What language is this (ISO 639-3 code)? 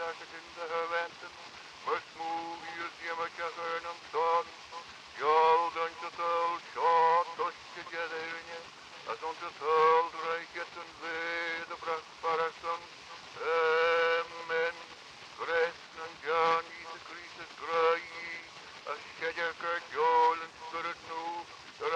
glv